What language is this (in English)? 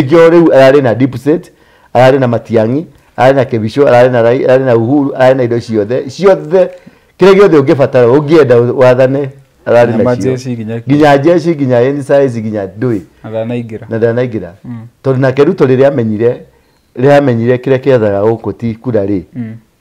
Kikuyu